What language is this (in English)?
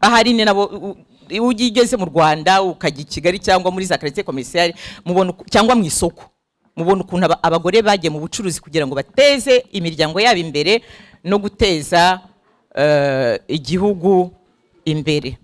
Kinyarwanda